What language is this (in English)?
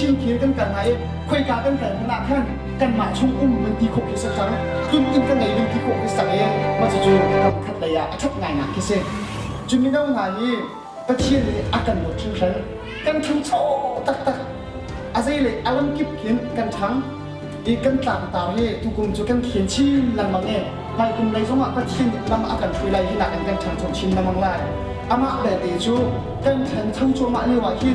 Hakha Chin